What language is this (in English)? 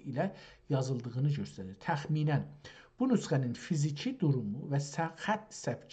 South Azerbaijani